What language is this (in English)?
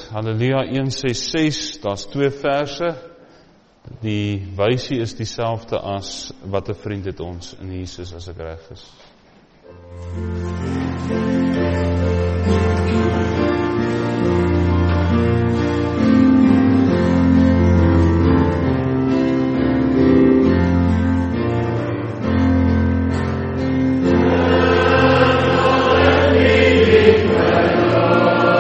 Afrikaans